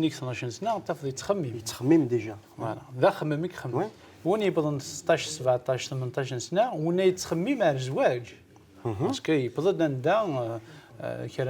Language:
Kabyle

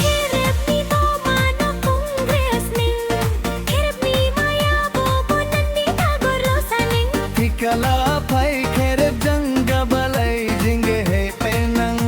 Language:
Dimasa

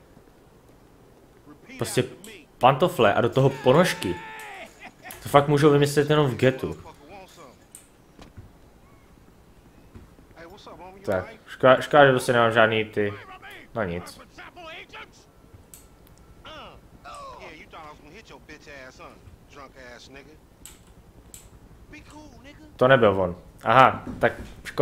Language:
Czech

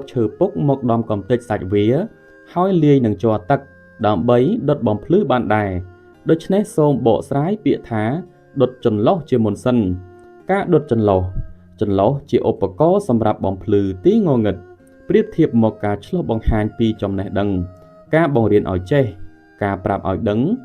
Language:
Khmer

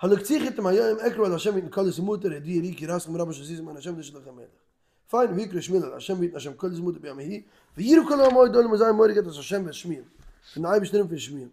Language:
Yiddish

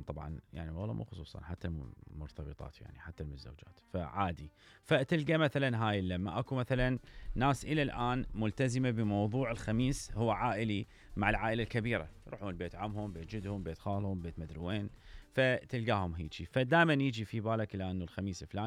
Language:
Mesopotamian Arabic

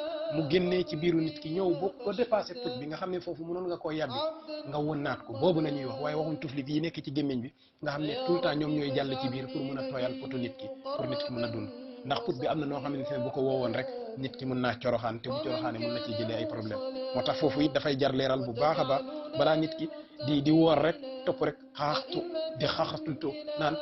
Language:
Wolof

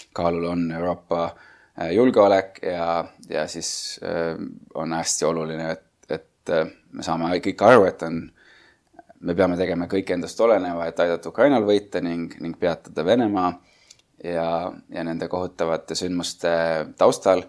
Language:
Estonian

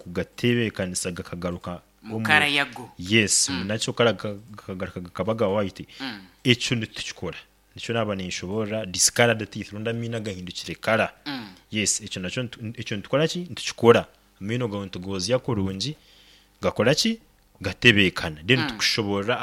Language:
Nyankole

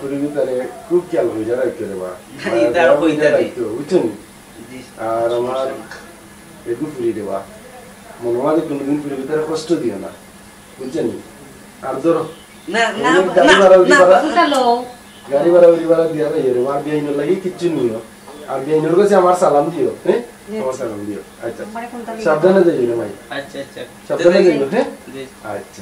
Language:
Sylheti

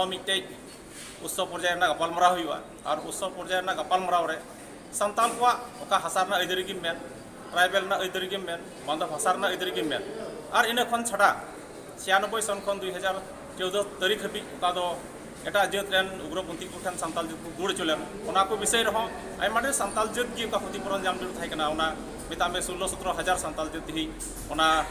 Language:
Santali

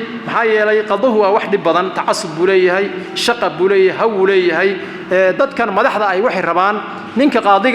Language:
Somali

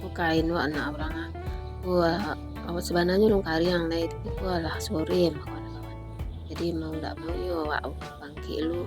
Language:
Minangkabau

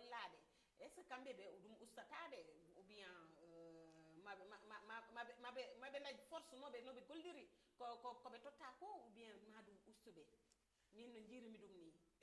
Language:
Fula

